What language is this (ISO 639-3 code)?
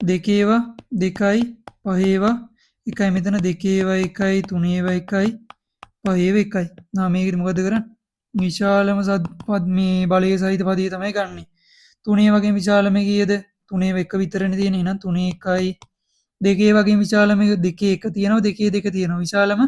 sin